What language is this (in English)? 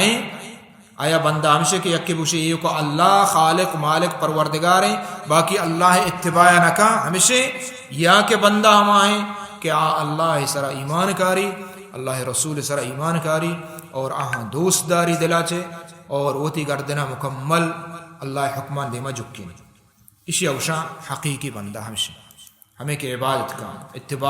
Baluchi